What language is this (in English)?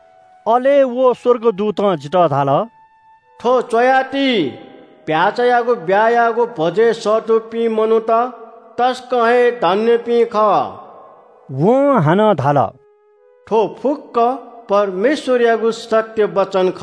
Newari